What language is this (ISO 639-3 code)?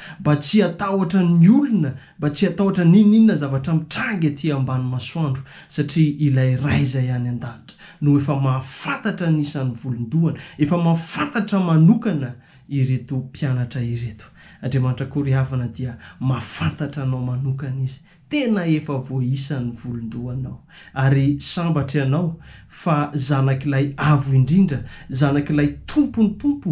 mlg